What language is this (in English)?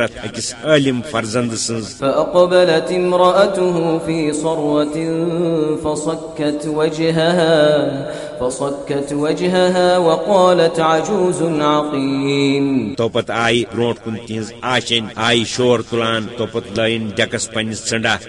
Kashmiri